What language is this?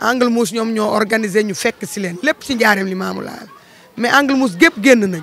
Wolof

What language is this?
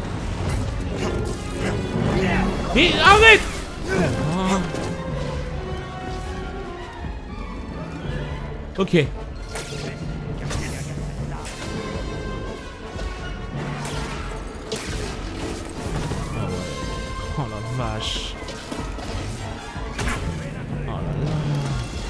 French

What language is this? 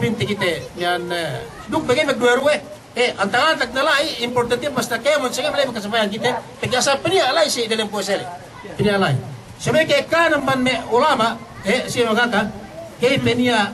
Yakan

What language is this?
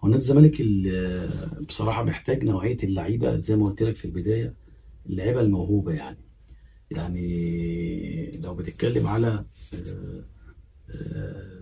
Egyptian Arabic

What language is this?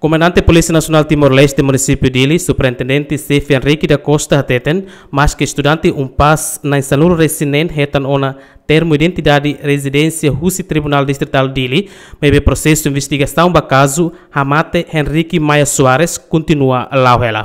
Tetum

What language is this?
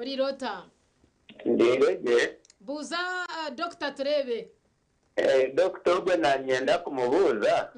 Nyankole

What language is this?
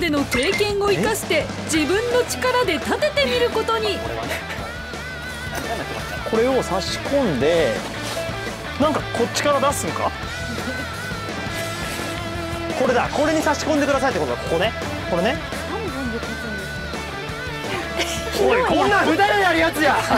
Japanese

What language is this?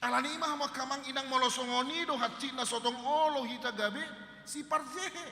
Batak Toba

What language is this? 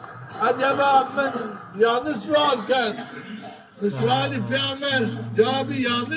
Zaza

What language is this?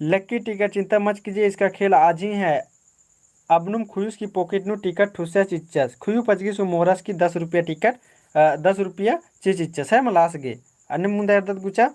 Kurukh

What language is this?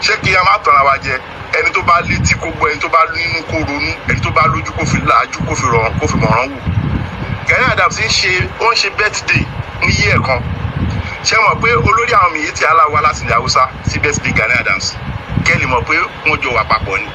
Yoruba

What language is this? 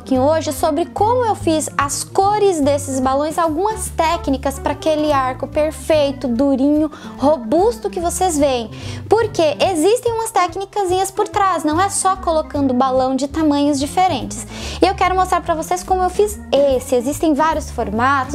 Portuguese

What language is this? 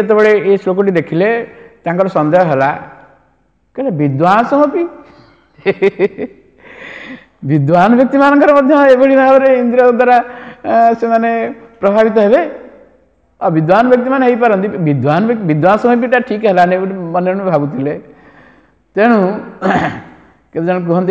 Odia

